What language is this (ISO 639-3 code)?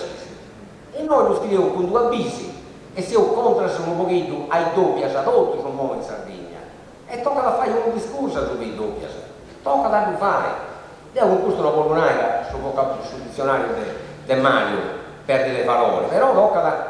srd